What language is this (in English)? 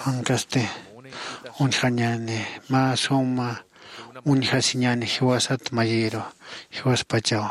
Aymara